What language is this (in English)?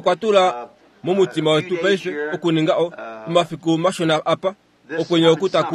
Kuanyama